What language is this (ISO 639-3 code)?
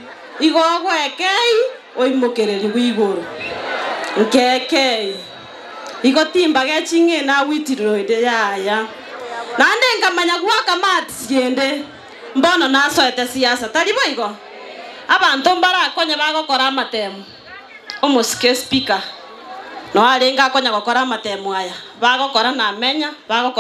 guz